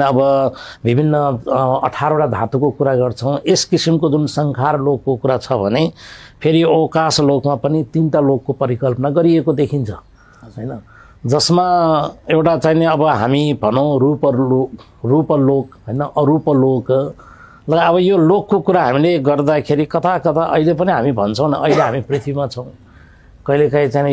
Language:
Nepali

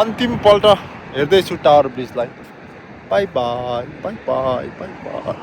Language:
Nepali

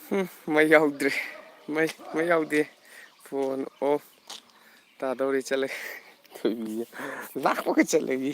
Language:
Manipuri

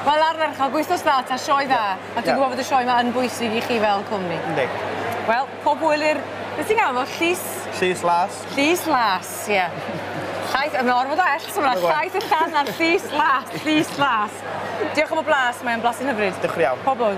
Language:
Welsh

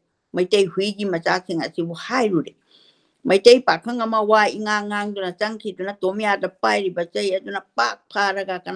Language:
Manipuri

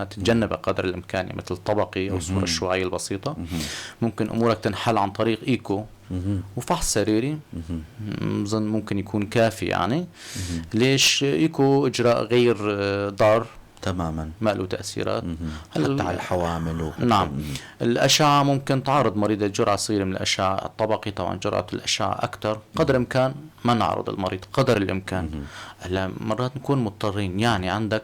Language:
North Levantine Arabic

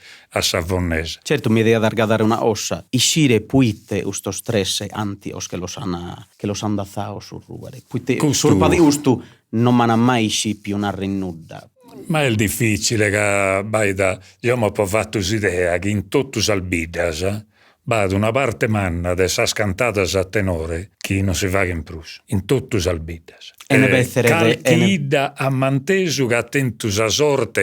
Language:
Sardinian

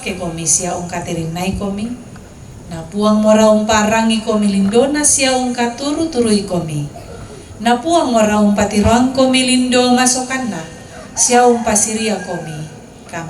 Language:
Toraja-Sa'dan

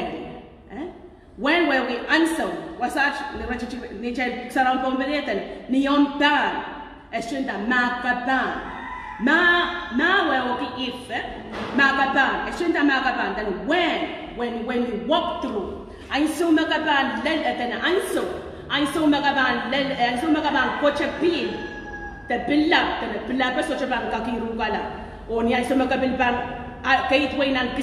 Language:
Pohnpeian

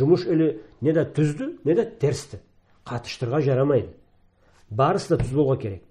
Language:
Karachay-Balkar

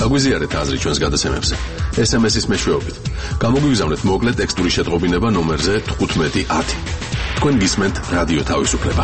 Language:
Georgian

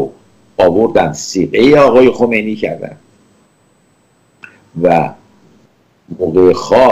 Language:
Persian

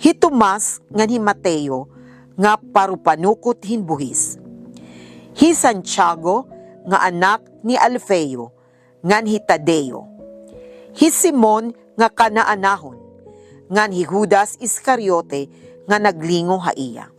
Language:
Waray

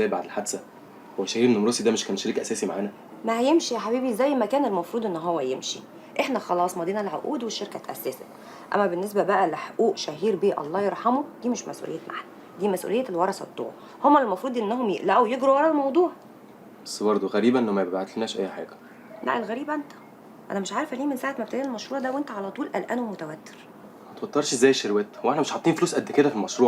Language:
Egyptian Arabic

